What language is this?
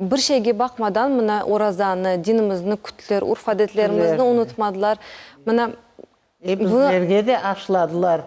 Crimean Tatar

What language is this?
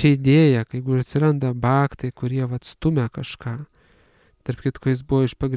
Lithuanian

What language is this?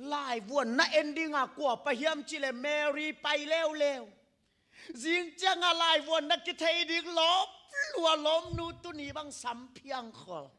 Tedim Chin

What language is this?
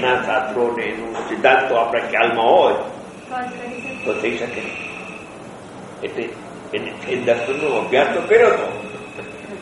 Gujarati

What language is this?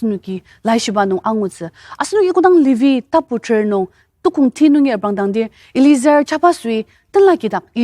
Ao Naga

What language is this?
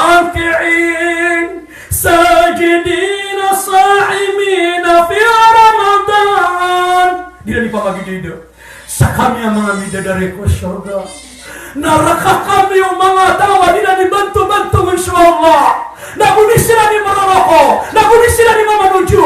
Maranao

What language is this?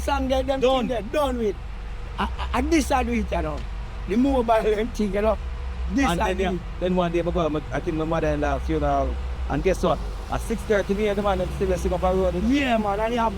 Jamaican Creole English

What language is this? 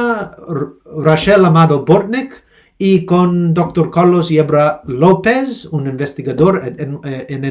Ladino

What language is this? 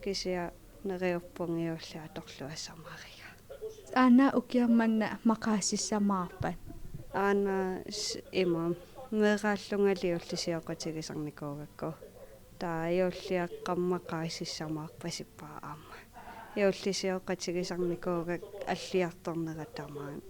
Kalaallisut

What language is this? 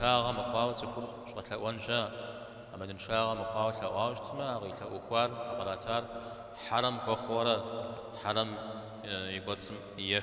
Kabardian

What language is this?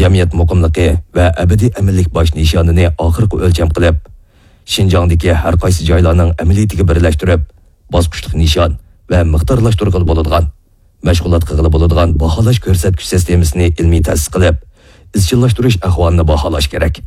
Uyghur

